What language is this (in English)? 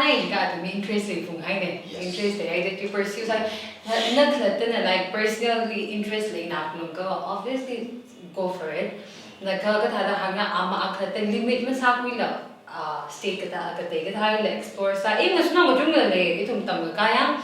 Tangkhul Naga (India)